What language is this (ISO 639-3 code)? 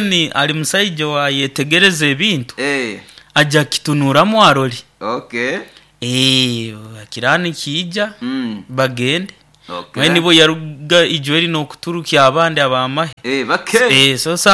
nyo